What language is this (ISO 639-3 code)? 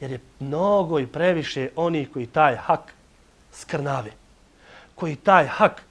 bos